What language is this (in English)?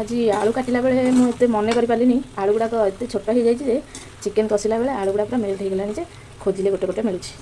Odia